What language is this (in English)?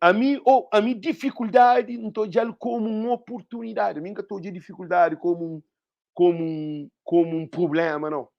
Kabuverdianu